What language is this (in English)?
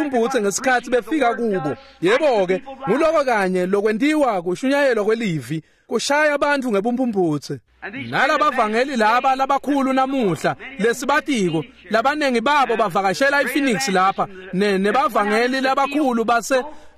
Swati